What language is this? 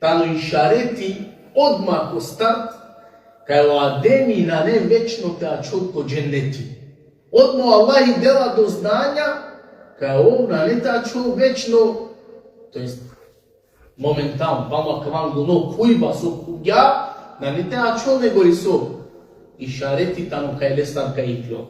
Balkan Romani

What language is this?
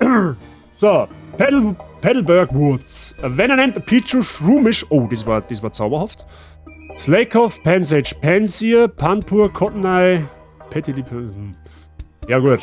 Bavarian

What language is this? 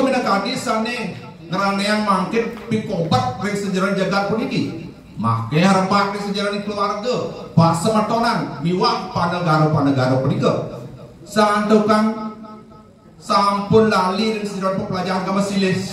Balinese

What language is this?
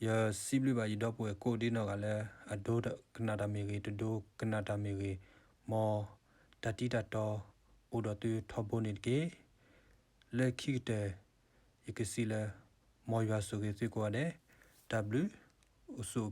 S'gaw Karen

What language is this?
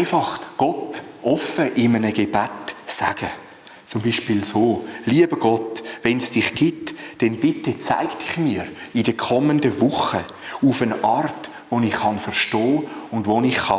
Swiss German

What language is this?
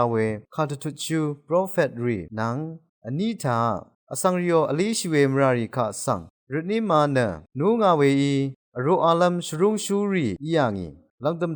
Rawang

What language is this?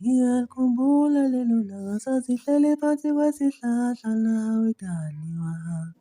Zulu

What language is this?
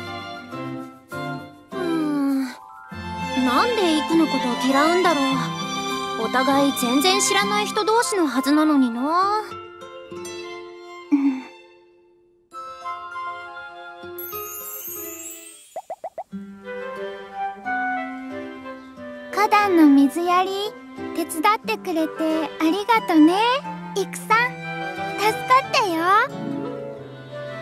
Japanese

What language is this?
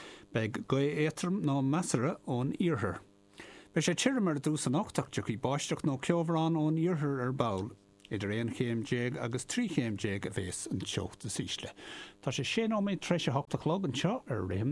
Irish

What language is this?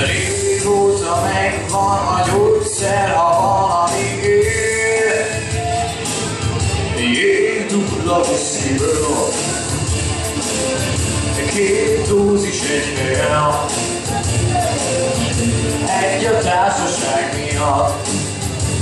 Hungarian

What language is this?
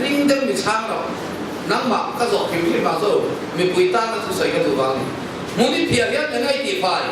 Mizo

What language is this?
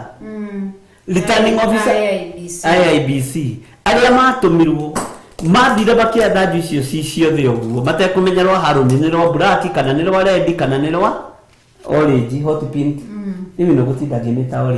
Kikuyu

